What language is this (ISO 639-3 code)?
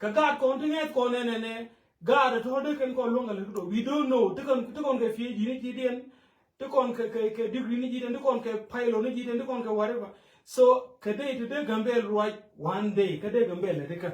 nus